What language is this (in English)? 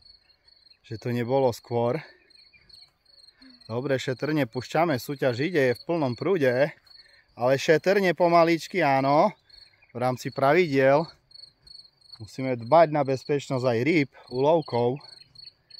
Slovak